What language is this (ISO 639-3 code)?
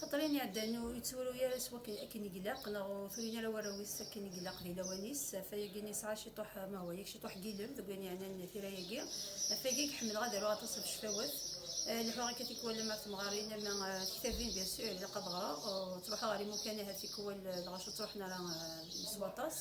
kab